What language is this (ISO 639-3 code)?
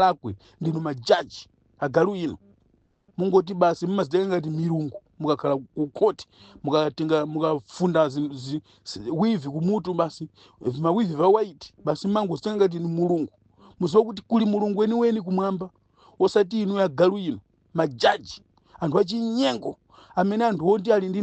nya